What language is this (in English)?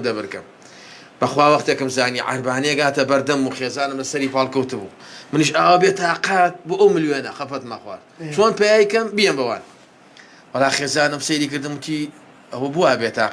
Central Kurdish